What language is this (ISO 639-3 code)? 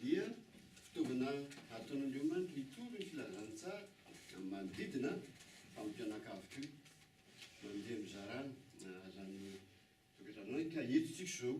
mlg